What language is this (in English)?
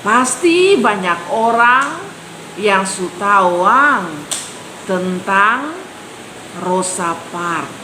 Kupang Malay